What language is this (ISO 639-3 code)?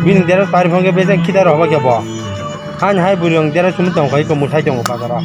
trp